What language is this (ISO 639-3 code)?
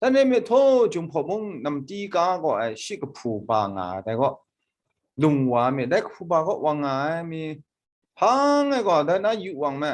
kac